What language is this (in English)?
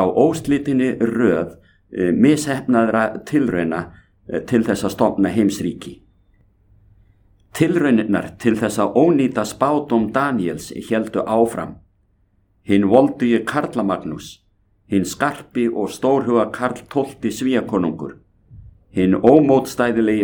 Icelandic